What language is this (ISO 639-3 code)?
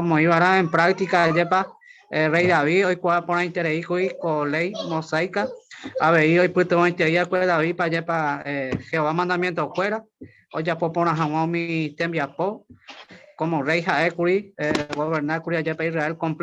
grn